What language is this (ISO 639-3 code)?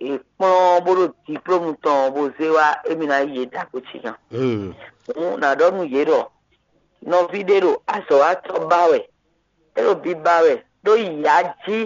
fon